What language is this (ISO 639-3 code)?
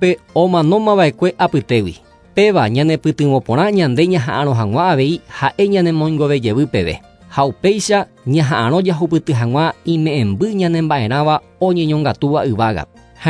grn